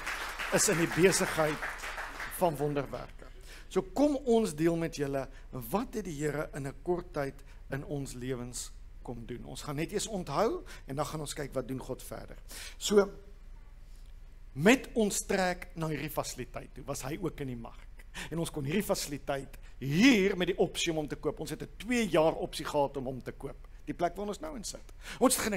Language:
Afrikaans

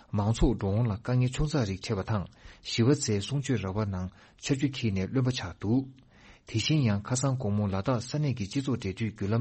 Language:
Tibetan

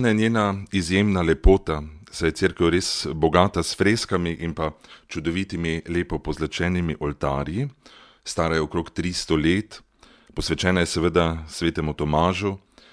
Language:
Slovenian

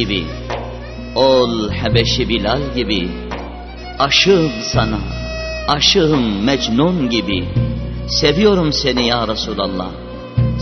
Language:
Turkish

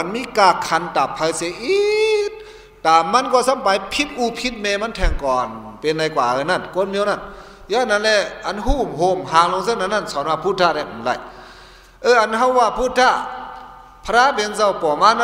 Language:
Shan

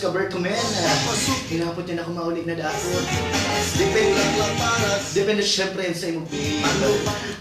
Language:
Bikol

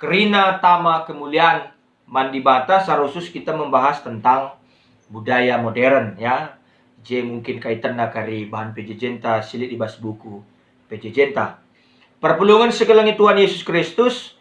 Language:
Batak Karo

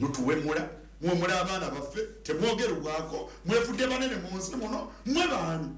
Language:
Ganda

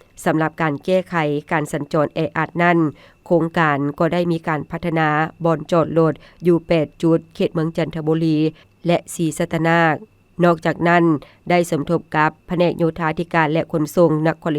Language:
Lao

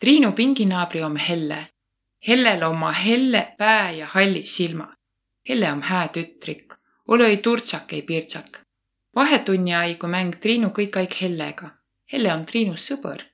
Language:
Võro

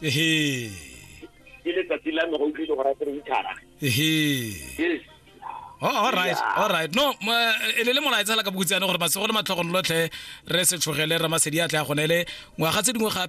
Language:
Tswana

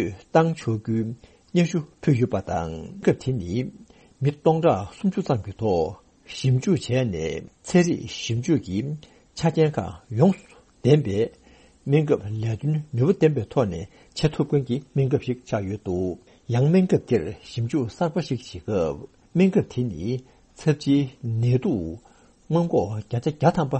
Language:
Tibetan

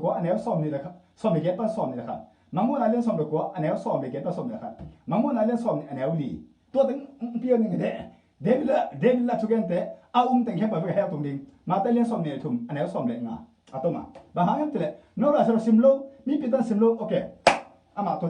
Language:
Tedim Chin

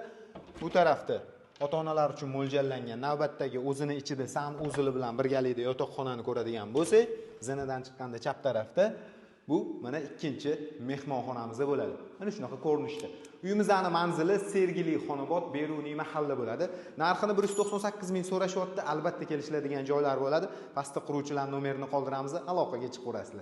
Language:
Uzbek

